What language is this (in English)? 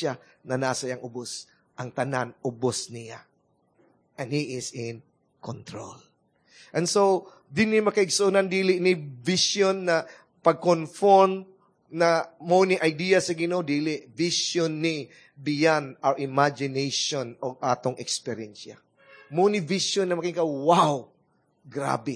Cebuano